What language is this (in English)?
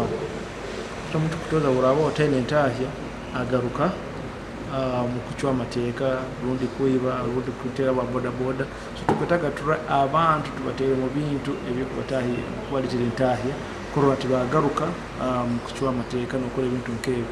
Nyoro